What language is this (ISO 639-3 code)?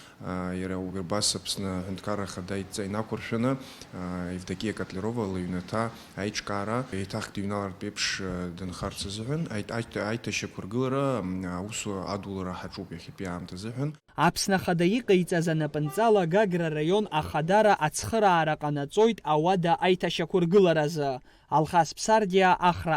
abk